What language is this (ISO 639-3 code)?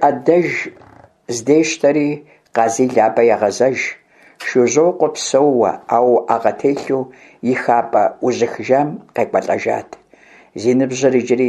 kbd